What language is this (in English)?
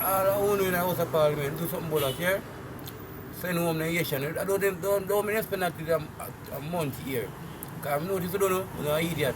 Jamaican Creole English